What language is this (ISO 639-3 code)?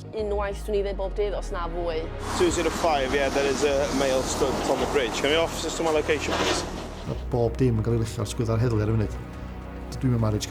cym